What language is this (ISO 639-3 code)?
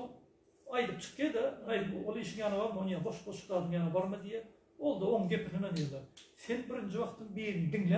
tuk